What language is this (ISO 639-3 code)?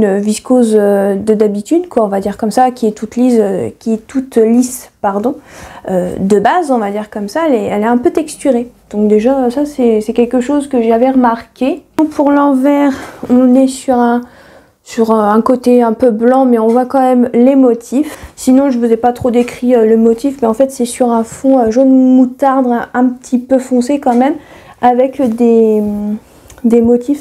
fra